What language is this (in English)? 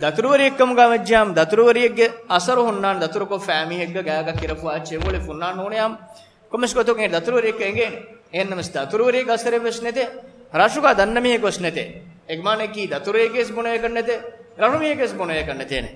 Divehi